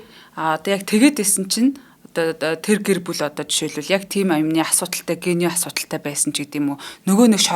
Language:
Mongolian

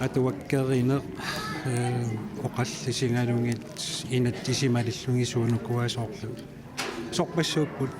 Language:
Kalaallisut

